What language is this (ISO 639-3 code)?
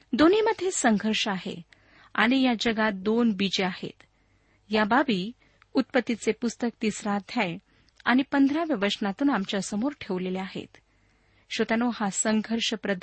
mar